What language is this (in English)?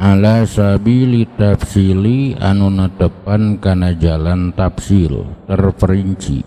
Sundanese